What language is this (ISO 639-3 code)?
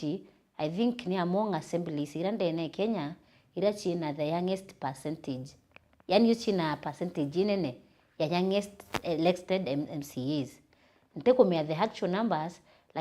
mer